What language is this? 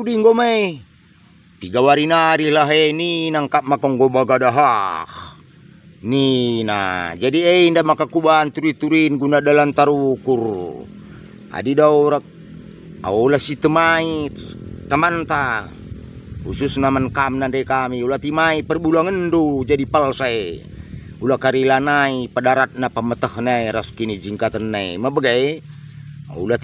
Batak Karo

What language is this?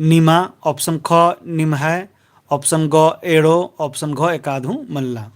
Kurukh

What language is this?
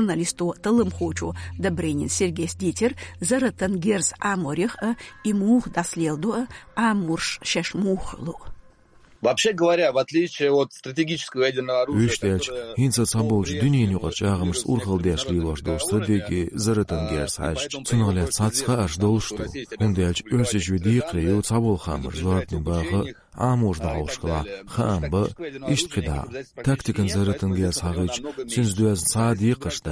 Chechen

